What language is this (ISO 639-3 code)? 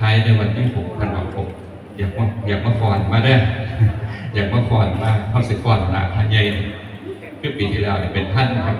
tts